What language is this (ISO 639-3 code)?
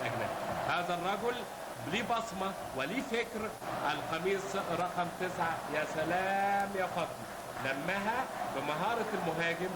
arz